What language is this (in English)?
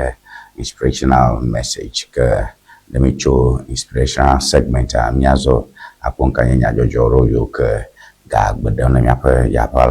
Ewe